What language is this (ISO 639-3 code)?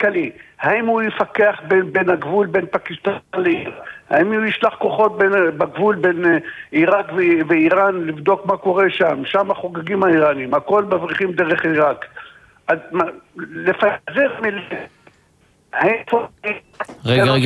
heb